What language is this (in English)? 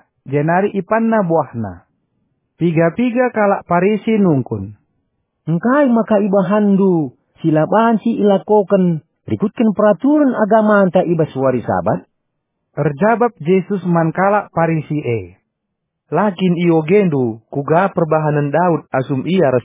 Batak Karo